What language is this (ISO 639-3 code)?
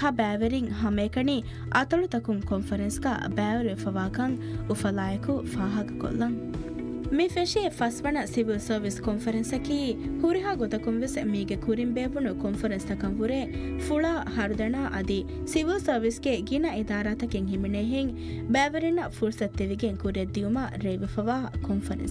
div